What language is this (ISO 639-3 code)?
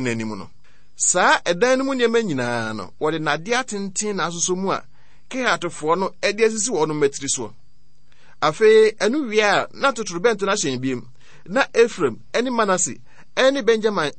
aka